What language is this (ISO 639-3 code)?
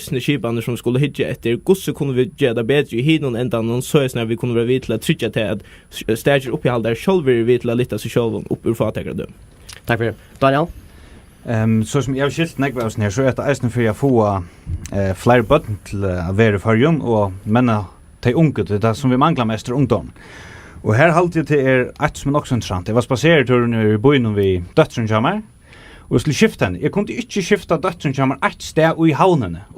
fao